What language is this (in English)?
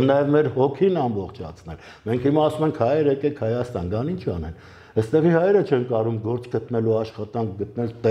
Armenian